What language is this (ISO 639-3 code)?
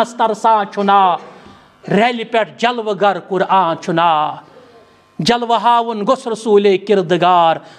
kas